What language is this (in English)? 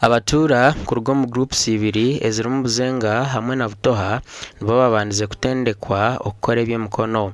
Nyankole